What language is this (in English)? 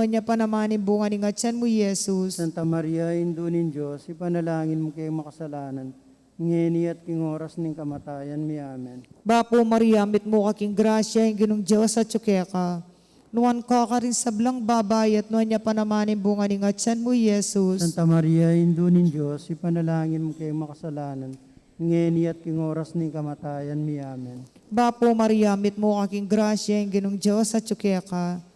Pampanga